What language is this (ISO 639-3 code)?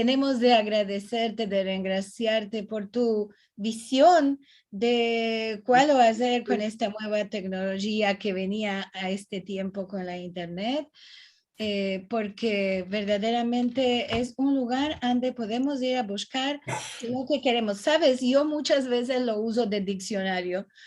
lad